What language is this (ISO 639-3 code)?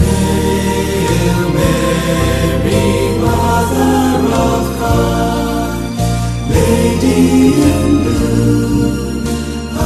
pam